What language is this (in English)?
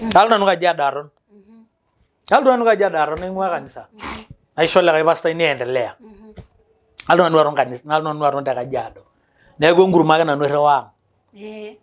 Masai